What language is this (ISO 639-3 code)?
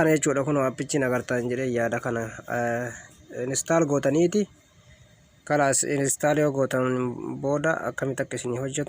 orm